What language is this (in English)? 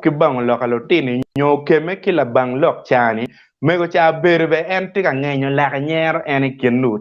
Acoli